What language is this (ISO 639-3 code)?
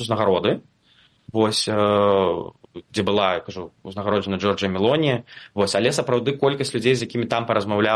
bel